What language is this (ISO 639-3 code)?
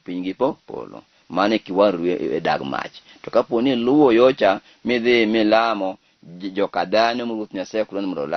luo